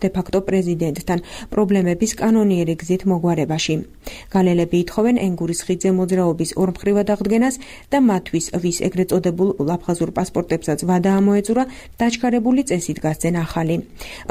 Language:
Georgian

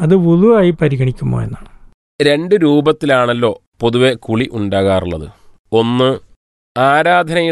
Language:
Malayalam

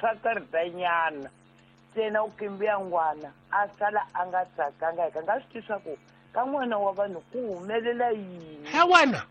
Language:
Tsonga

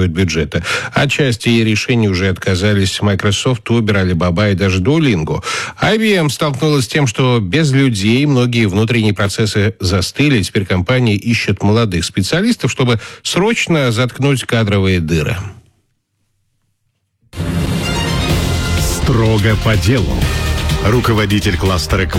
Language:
Russian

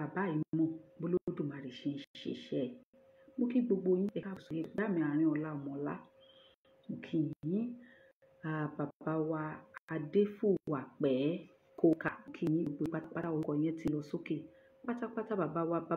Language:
Yoruba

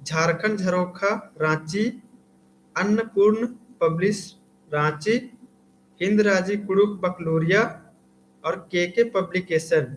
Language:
Kurukh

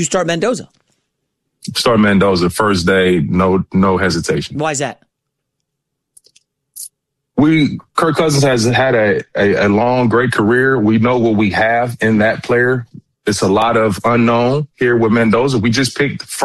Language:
English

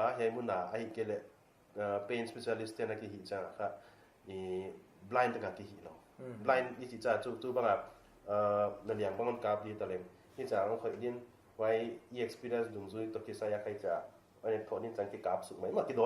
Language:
Paite Chin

